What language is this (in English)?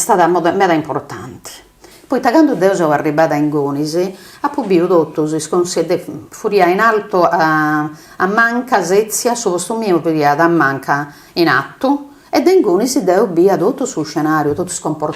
Sardinian